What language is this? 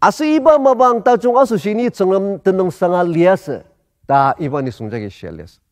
Ao Naga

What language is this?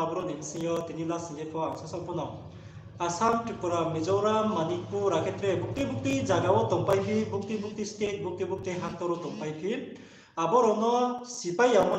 Riang (India)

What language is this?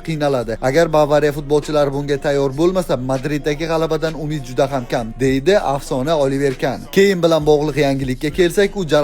Uzbek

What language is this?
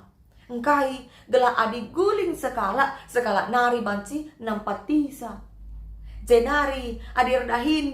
Batak Karo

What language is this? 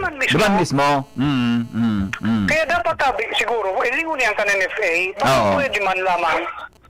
Bikol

